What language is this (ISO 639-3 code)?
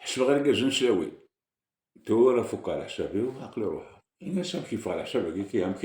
kab